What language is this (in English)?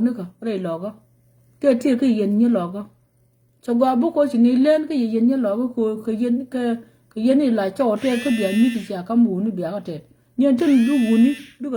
Nuer